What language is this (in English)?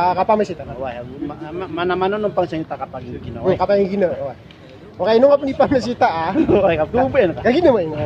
Maranao